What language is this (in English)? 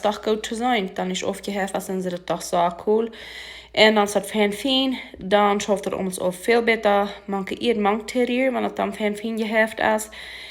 Plautdietsch